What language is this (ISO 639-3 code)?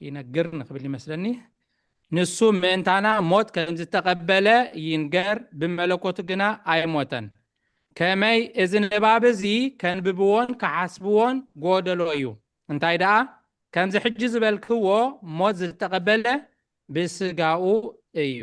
tir